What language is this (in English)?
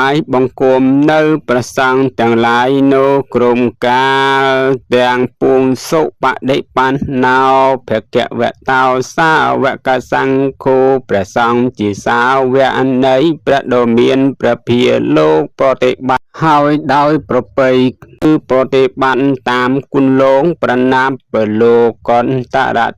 Khmer